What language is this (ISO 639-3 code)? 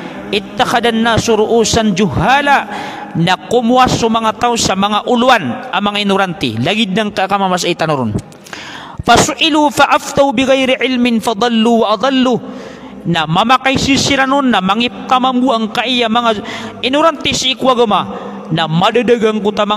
mrw